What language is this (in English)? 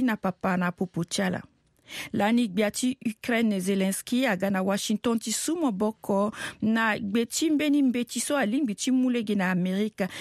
Sango